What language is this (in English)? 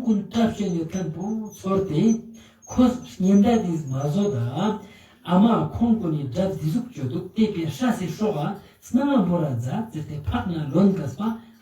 Ladakhi